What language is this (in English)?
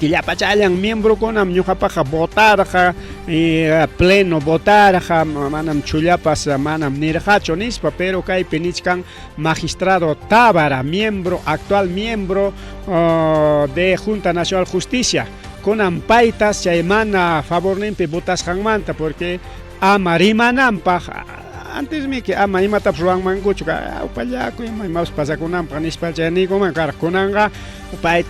Ayacucho Quechua